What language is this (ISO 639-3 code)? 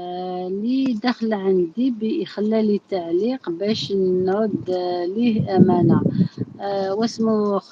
arq